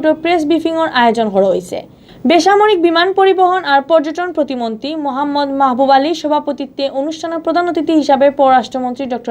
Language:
Sylheti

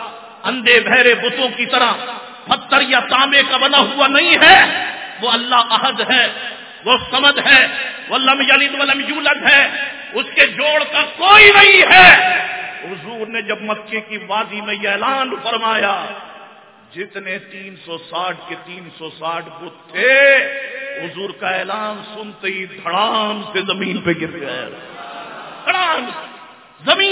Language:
Urdu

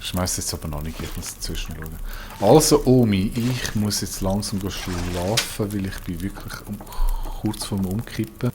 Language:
Swiss German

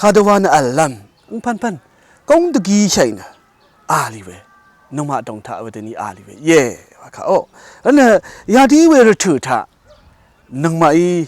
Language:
Rawang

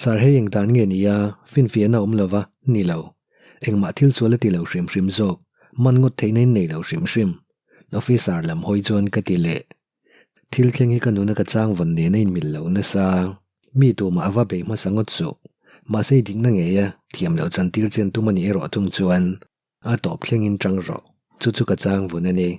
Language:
Mizo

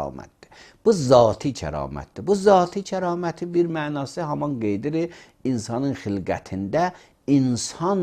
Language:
Azerbaijani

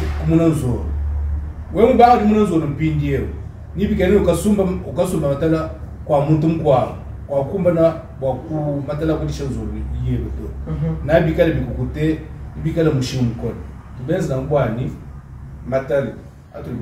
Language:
Luba-Lulua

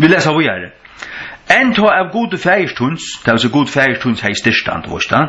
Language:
Faroese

